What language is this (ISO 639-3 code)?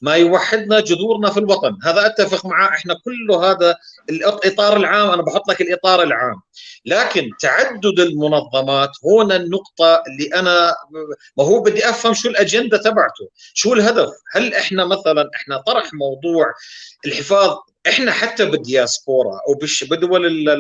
apc